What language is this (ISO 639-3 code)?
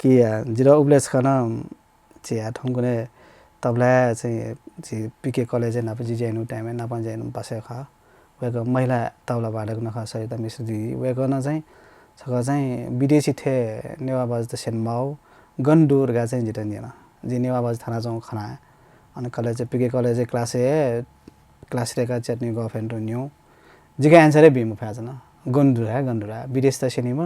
new